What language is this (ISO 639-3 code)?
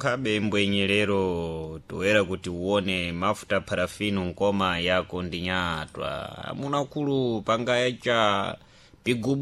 seh